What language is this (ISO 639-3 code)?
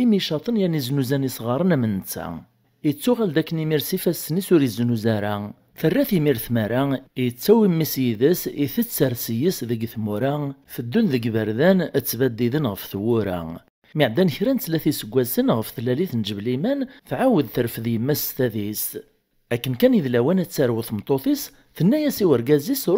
kab